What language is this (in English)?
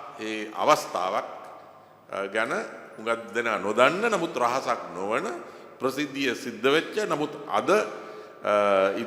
Sinhala